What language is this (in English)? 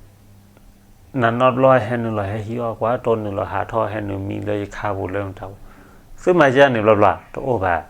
S'gaw Karen